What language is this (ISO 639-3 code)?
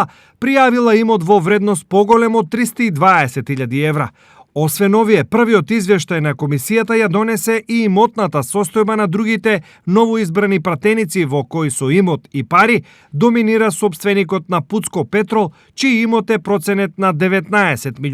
mkd